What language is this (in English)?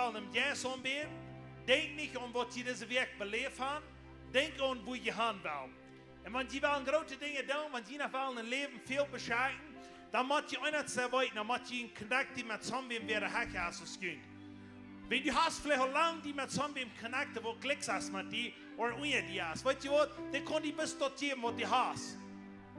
Plautdietsch